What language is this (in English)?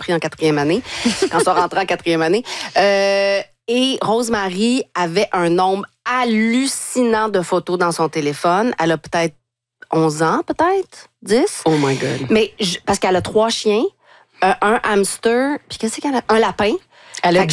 French